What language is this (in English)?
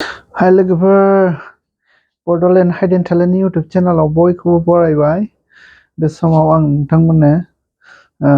Bodo